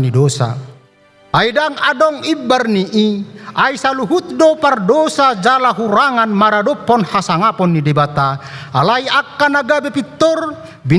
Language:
Batak Toba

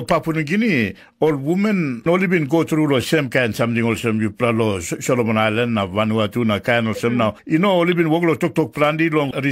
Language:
Tok Pisin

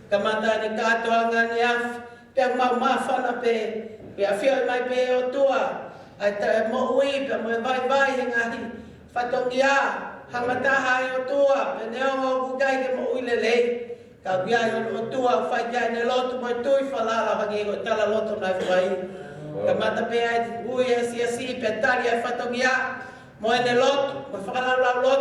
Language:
Tongan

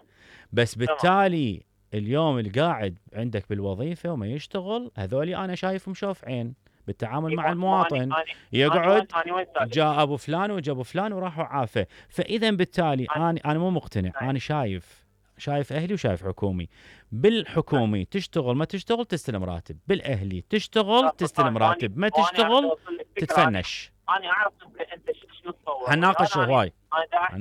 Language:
Mesopotamian Arabic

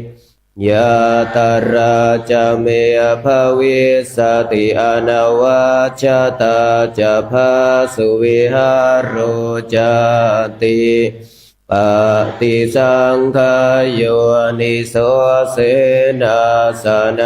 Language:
Pali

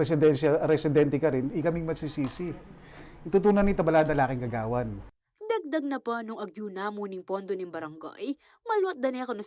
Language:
Pampanga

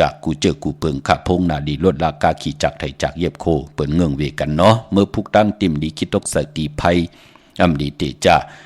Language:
Shan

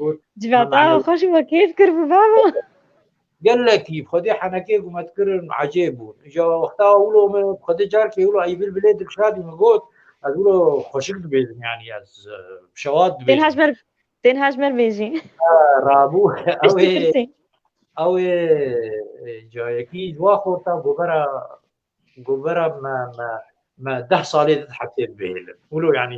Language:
Kurdish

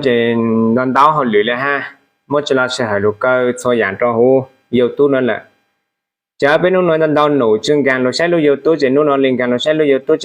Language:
Hmong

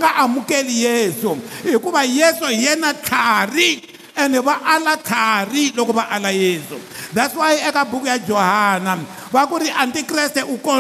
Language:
Tsonga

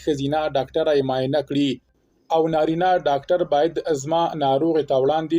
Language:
Pashto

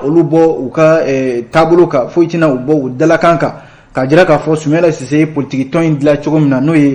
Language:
Bambara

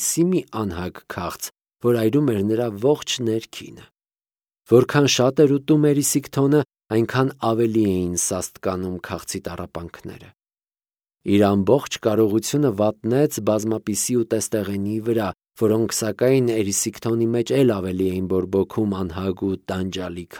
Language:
Armenian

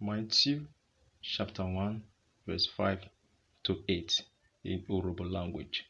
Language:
Urhobo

